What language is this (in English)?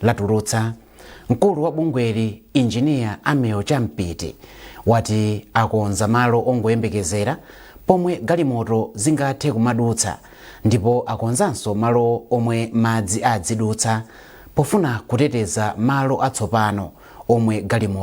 Nyanja